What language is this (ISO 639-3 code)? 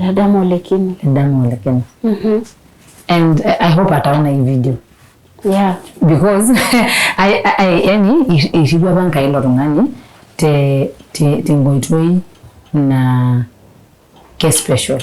mas